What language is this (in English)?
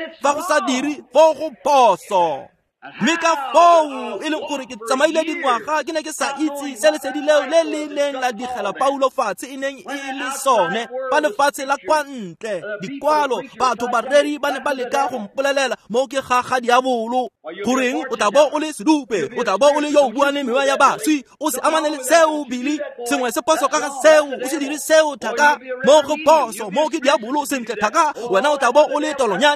Tswana